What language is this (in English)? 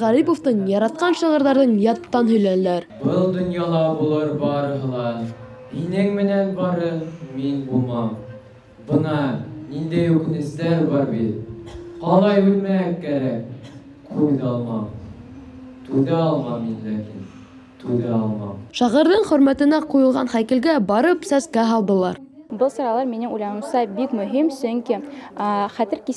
Bashkir